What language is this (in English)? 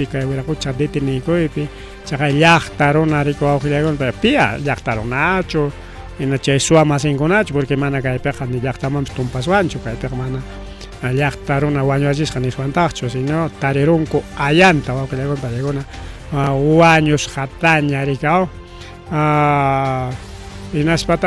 Ayacucho Quechua